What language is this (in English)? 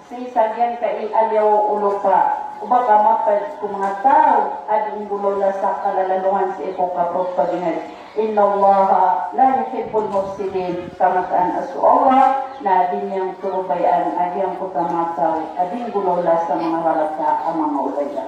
Maranao